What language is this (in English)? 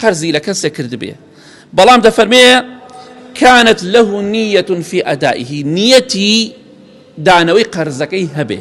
Central Kurdish